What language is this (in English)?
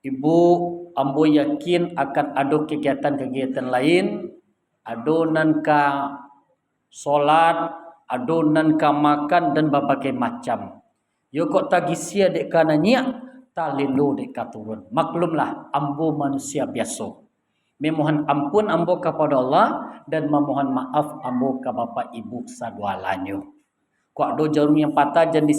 Minangkabau